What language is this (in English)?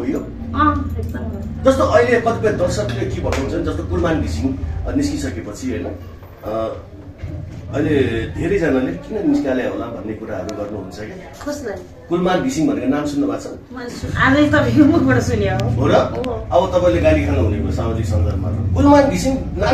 Nepali